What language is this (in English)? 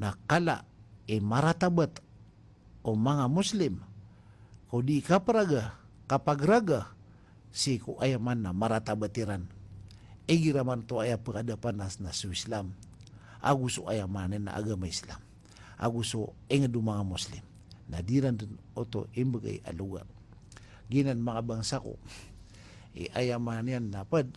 Maranao